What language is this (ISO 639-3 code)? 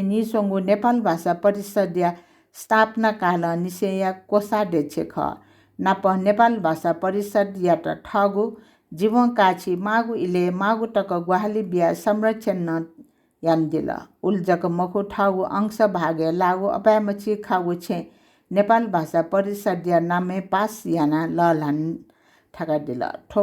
new